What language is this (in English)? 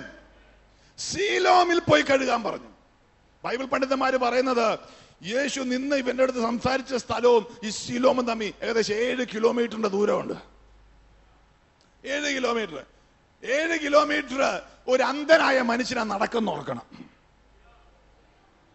Malayalam